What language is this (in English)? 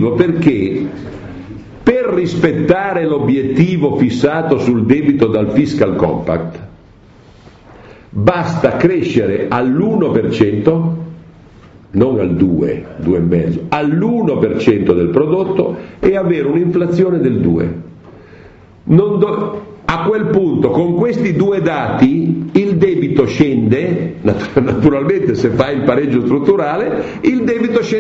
Italian